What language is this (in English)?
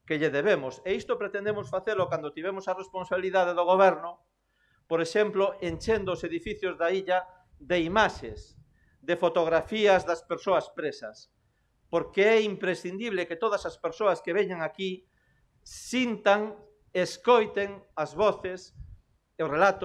Galician